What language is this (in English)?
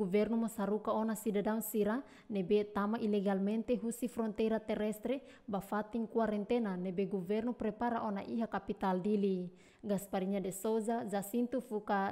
Tetum